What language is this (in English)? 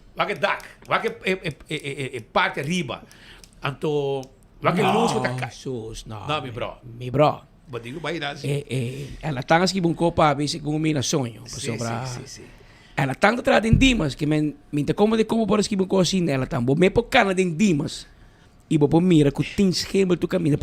Papiamento